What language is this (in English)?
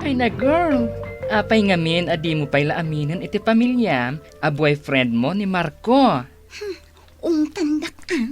Iloko